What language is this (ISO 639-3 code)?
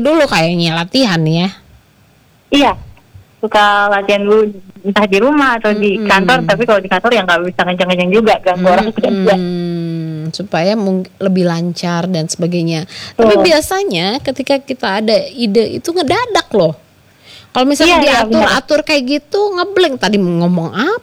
ind